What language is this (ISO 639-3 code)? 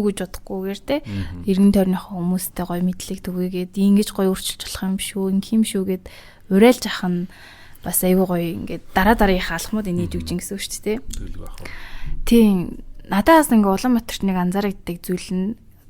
mon